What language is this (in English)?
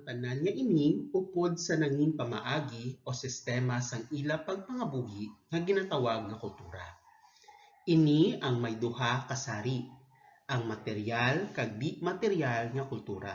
Hiligaynon